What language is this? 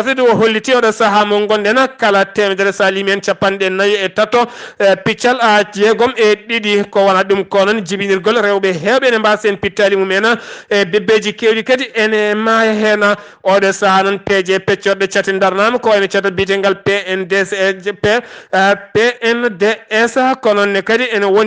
Fula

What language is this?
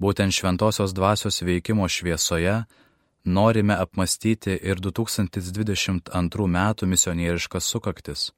Lithuanian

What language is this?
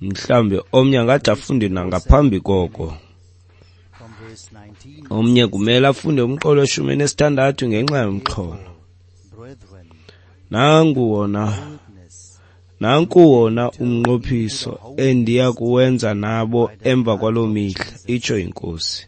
Xhosa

